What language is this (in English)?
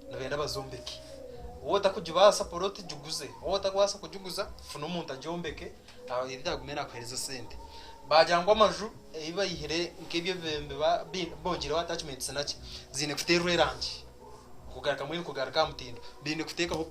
Nyankole